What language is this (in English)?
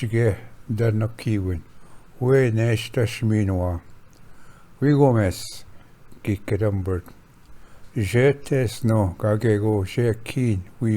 Ojibwa